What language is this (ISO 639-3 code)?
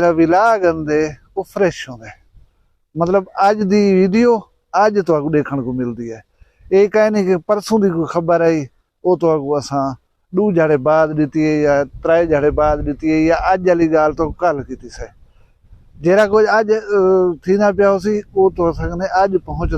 skr